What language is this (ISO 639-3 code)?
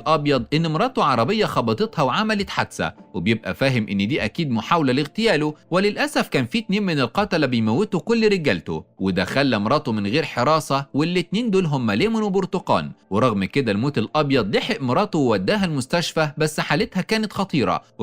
arz